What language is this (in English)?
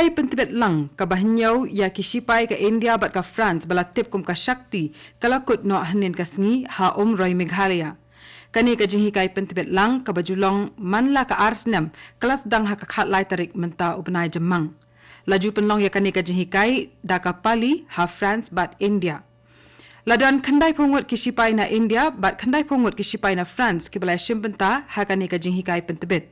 Khasi